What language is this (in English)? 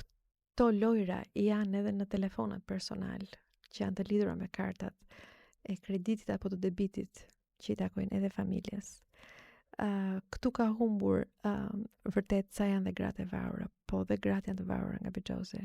Albanian